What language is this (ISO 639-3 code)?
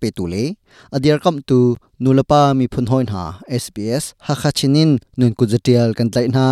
cnh